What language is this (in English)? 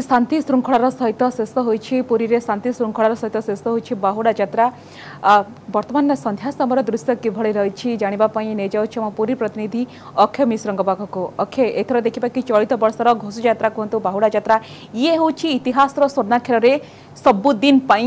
Odia